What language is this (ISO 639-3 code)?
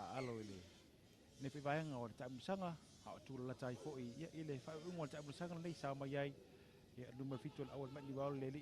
smo